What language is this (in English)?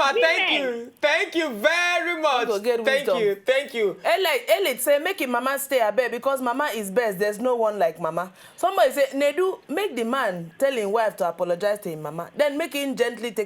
Nigerian Pidgin